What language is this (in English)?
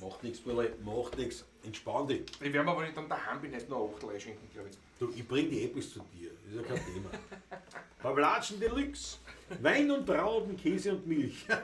Bavarian